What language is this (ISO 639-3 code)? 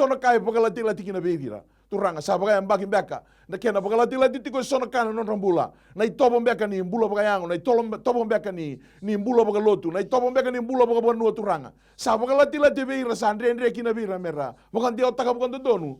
fij